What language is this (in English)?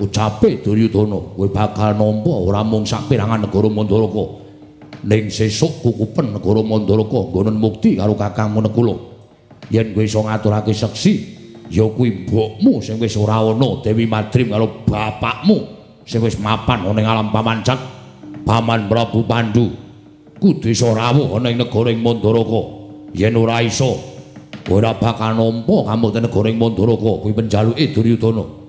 Javanese